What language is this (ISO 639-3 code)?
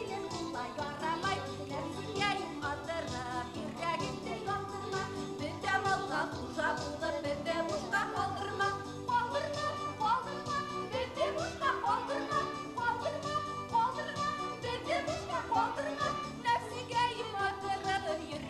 bak